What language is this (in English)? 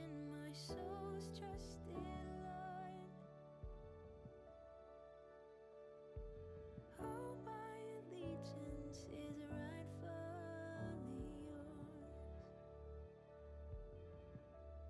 English